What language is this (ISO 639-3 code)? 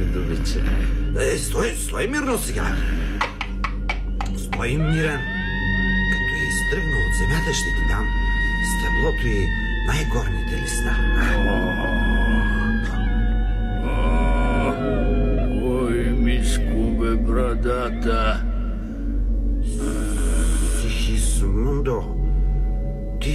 bul